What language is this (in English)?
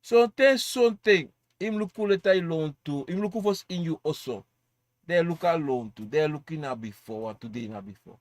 Sranan Tongo